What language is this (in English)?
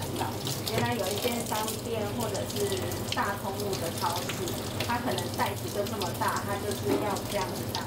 Chinese